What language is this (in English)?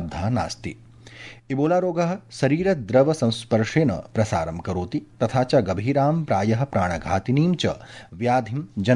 Sanskrit